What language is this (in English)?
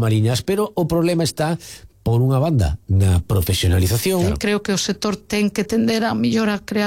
Galician